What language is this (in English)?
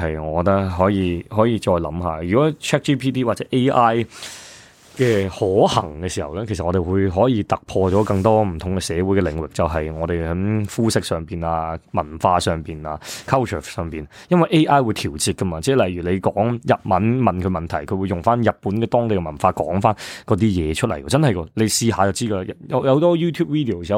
Cantonese